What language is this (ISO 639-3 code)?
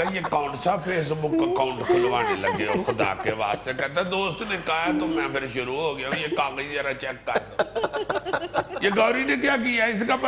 urd